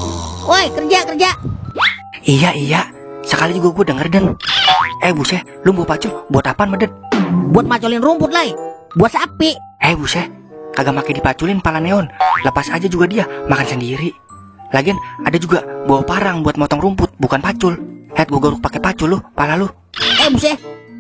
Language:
Betawi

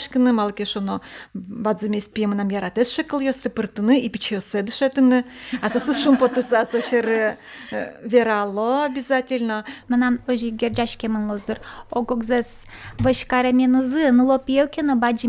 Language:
Udmurt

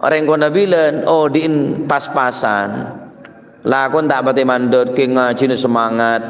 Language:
Madurese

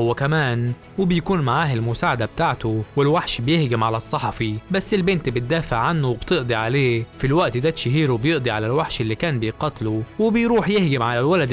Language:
Egyptian Arabic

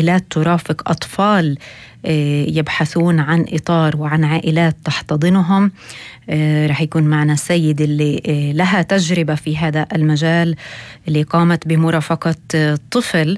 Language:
North Levantine Arabic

